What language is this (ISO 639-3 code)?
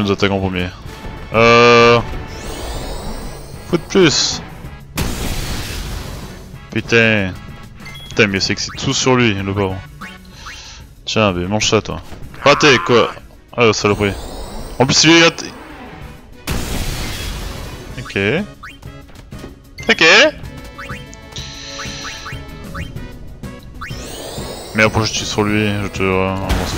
fra